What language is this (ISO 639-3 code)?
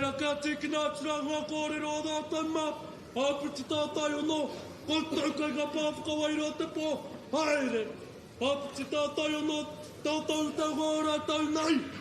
mri